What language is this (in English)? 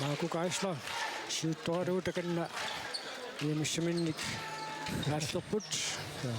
Kalaallisut